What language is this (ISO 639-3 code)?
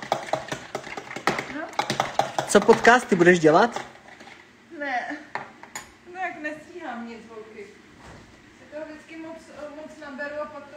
ces